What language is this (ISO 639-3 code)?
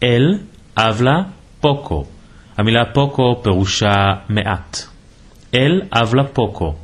lad